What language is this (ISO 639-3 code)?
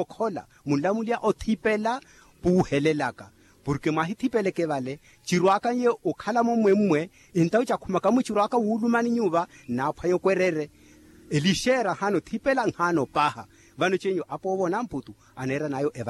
vmw